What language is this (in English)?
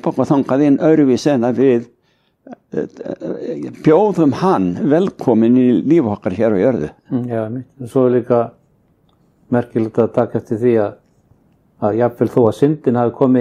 Icelandic